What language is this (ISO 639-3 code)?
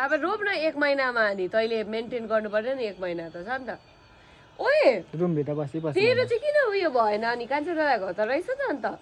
nep